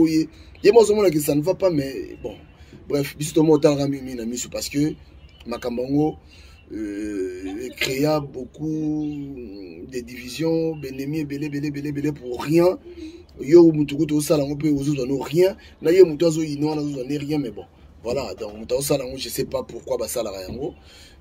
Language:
Lingala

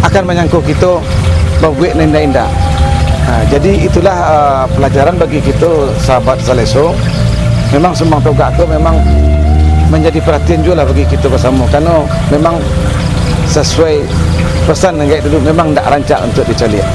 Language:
Minangkabau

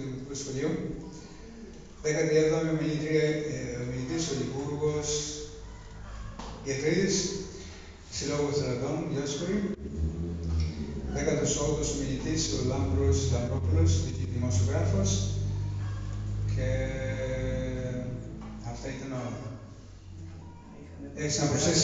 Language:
Greek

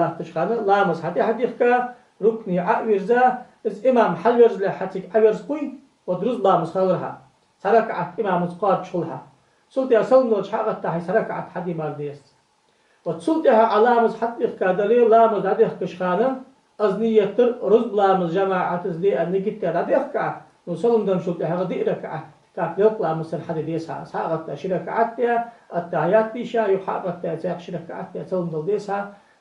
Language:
Ingush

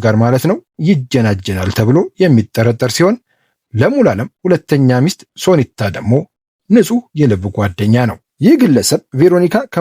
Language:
Amharic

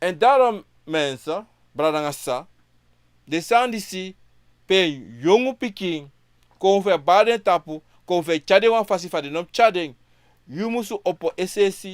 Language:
Sranan Tongo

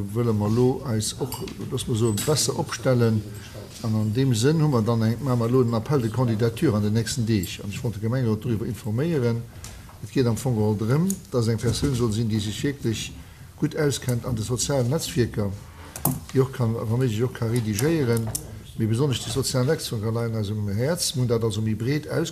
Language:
Luxembourgish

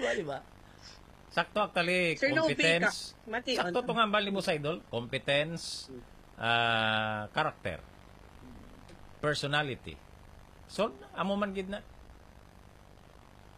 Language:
Hiligaynon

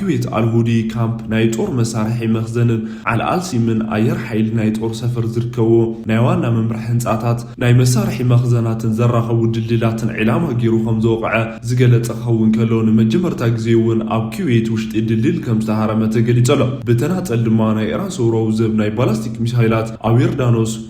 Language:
Tigrinya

